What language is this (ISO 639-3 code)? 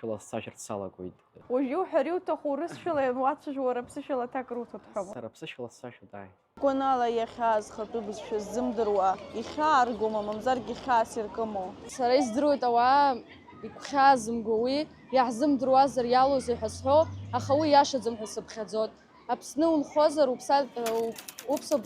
abk